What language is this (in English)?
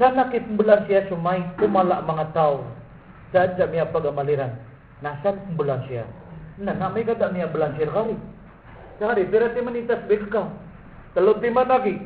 Maranao